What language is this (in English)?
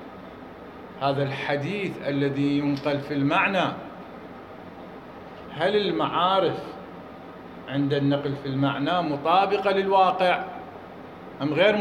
Arabic